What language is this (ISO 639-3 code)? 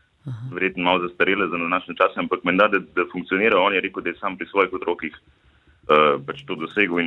slv